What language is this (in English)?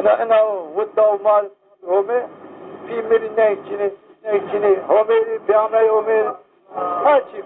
Zaza